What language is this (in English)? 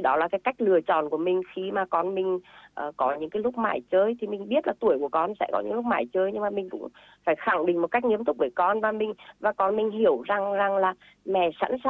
Vietnamese